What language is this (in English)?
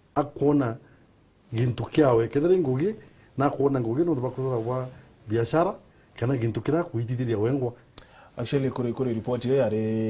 Meru